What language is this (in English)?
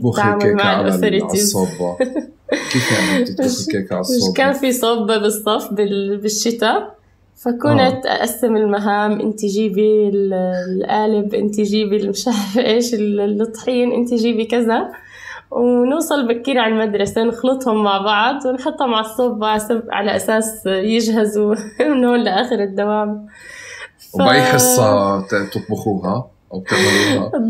North Levantine Arabic